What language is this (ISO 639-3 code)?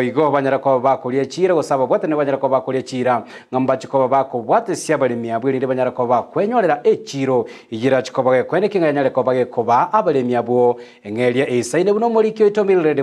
guz